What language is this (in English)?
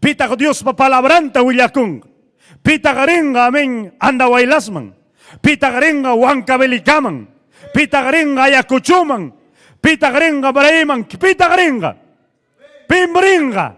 Ayacucho Quechua